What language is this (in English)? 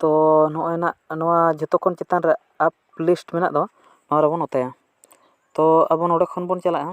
Santali